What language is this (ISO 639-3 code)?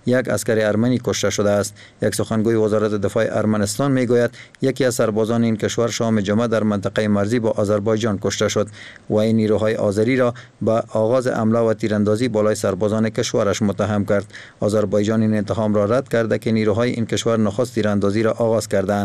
fas